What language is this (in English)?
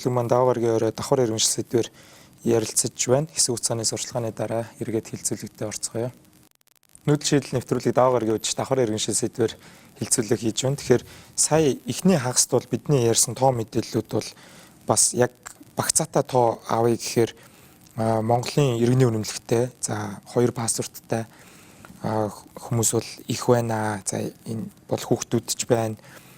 Mongolian